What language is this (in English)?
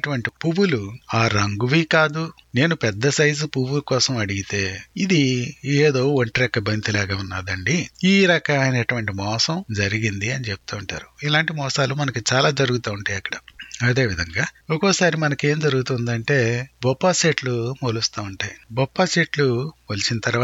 Telugu